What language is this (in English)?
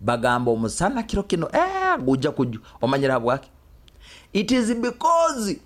Nyoro